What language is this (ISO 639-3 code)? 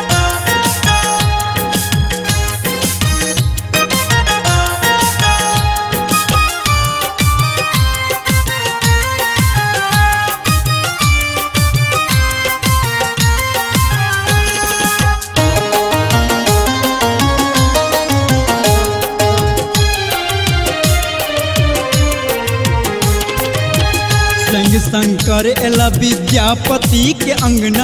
mai